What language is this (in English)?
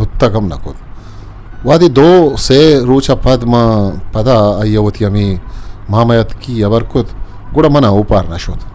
Eastern Balochi